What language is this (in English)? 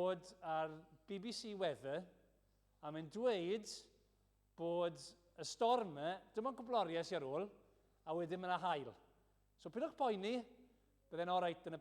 Welsh